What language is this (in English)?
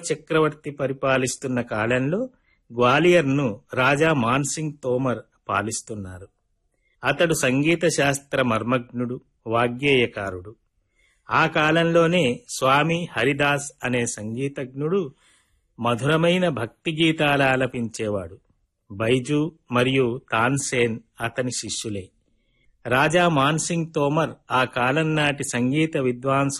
Telugu